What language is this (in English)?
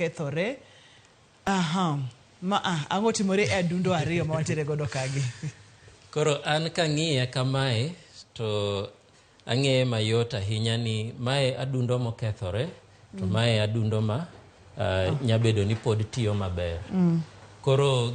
Luo (Kenya and Tanzania)